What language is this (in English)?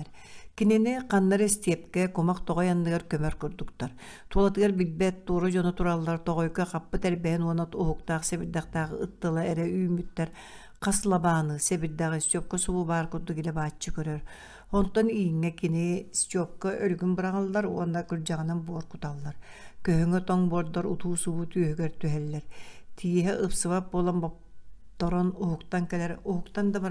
Yakut